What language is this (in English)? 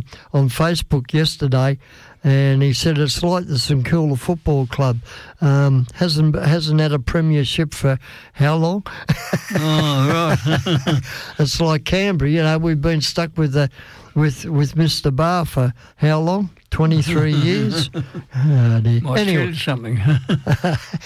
English